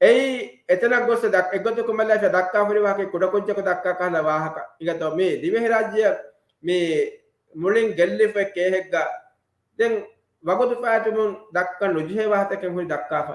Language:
Divehi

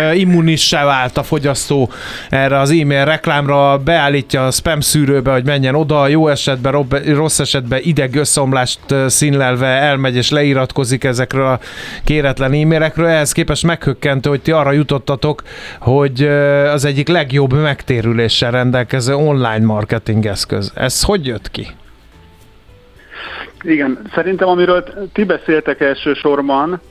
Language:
Hungarian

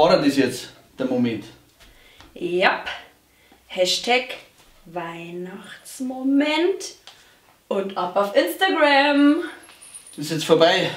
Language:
Bavarian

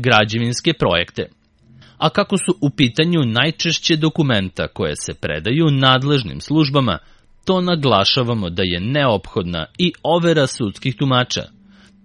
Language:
Serbian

